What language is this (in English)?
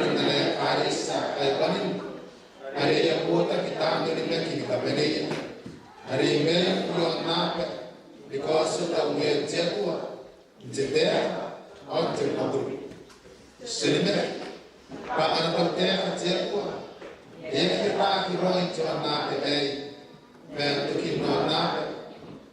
Gilbertese